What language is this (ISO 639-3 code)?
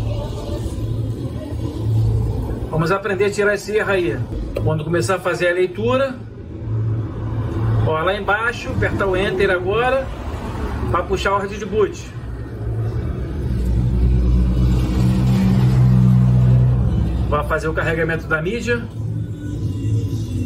por